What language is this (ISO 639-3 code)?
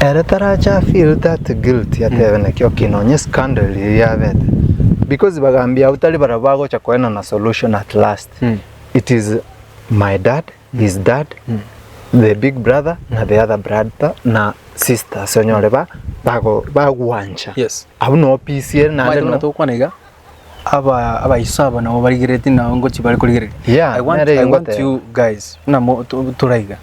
guz